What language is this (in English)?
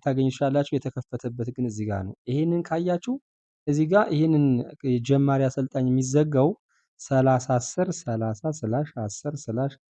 Amharic